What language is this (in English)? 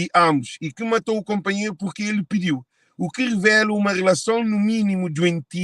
Kabuverdianu